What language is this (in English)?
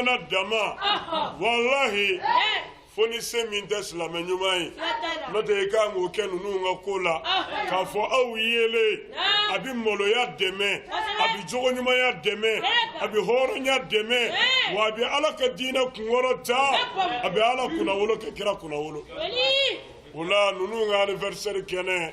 Bambara